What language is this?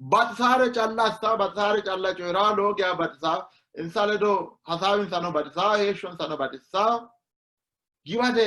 Sidamo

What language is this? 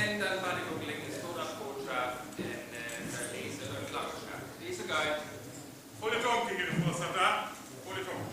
Northern Frisian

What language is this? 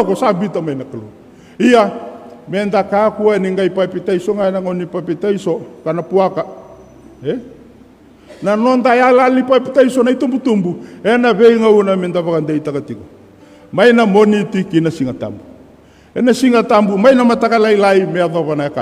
Fijian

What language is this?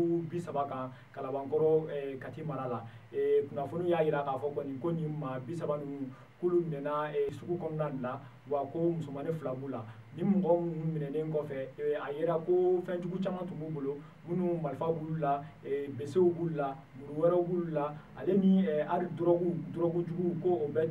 Bambara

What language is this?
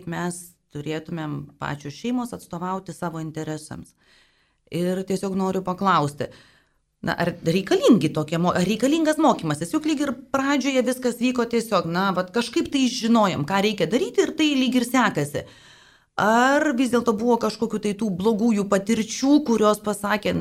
Lithuanian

